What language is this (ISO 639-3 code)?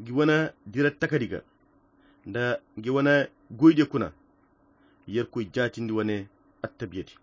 khq